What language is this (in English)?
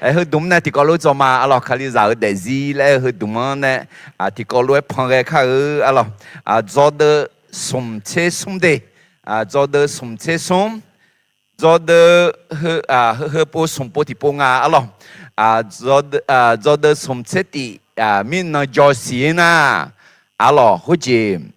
Akha